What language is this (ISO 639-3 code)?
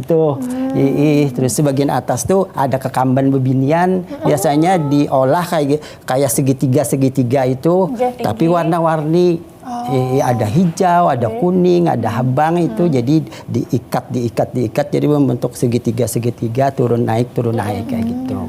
bjn